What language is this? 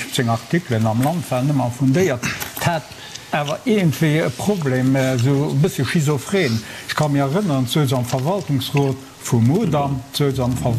Luxembourgish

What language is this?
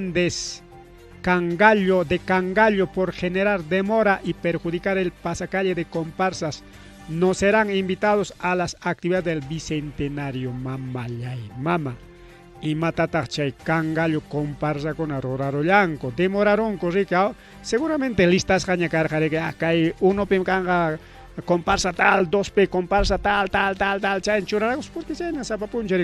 Ayacucho Quechua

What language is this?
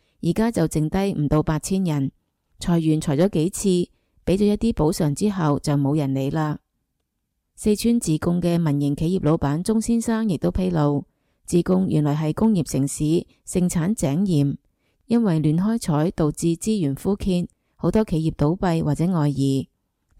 Cantonese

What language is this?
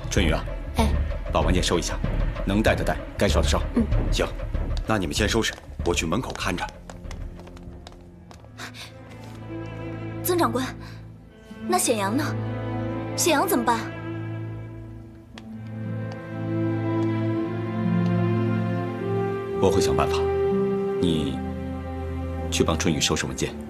Chinese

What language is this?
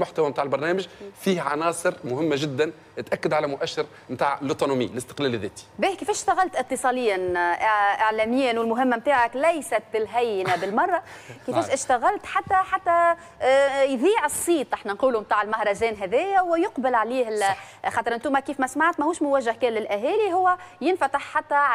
Tunisian Arabic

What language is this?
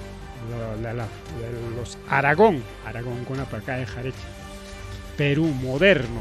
Ayacucho Quechua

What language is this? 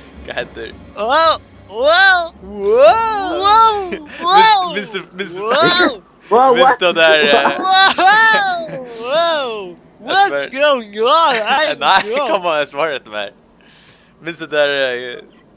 Faroese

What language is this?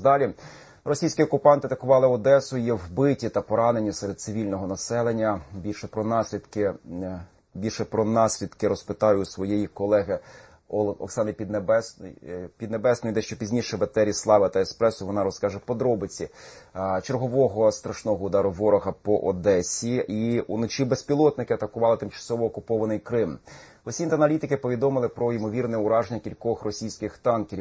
Ukrainian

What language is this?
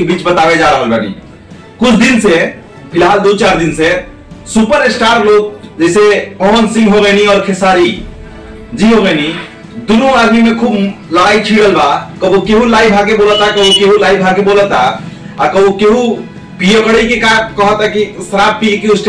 Bhojpuri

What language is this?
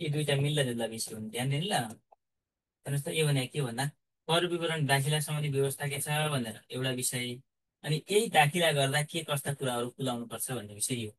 Nepali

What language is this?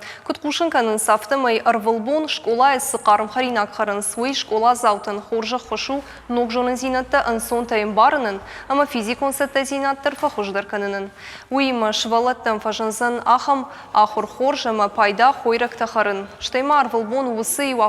Ossetic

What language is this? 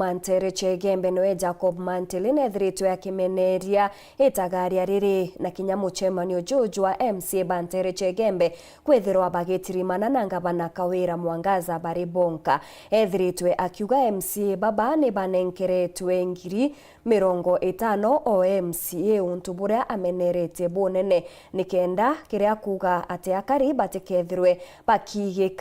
Meru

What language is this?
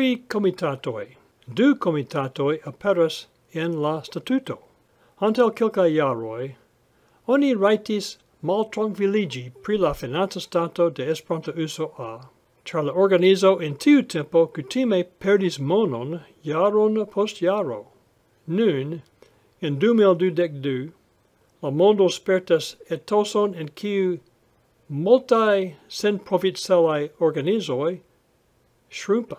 Esperanto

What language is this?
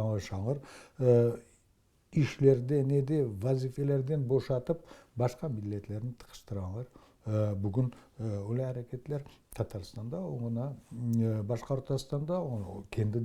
Crimean Tatar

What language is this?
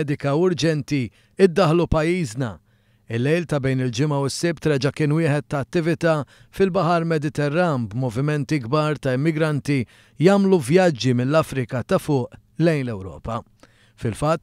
Maltese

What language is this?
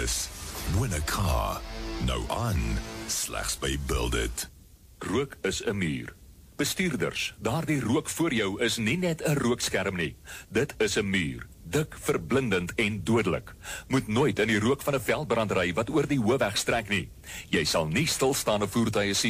Afrikaans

